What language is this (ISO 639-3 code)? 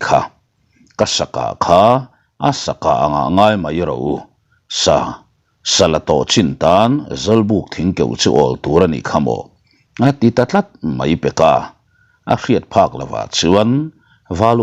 lus